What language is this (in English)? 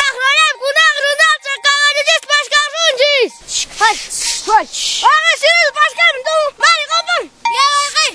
Quechua